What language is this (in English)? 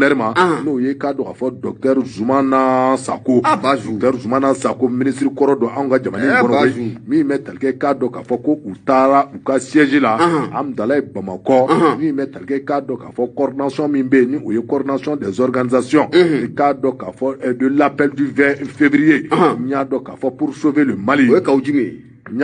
Bambara